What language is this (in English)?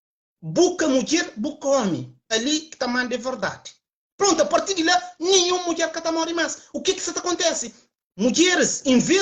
Kabuverdianu